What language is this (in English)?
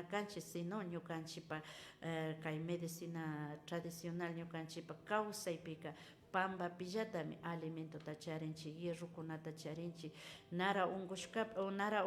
Imbabura Highland Quichua